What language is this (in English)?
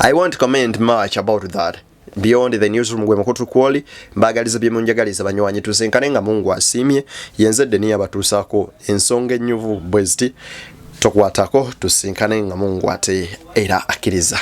Ganda